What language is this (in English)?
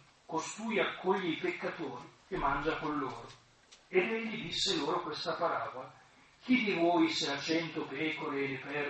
Italian